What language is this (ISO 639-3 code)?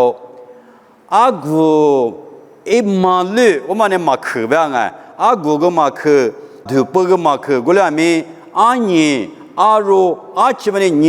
lis